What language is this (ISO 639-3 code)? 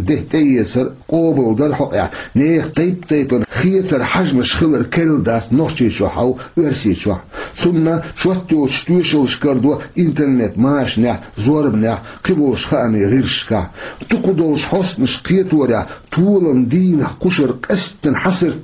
che